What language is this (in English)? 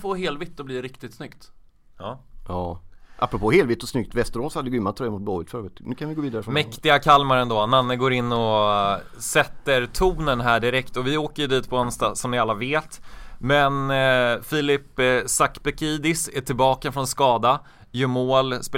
Swedish